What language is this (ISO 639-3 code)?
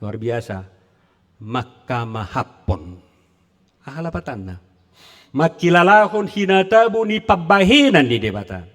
bbc